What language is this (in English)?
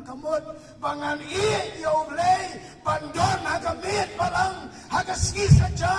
Khasi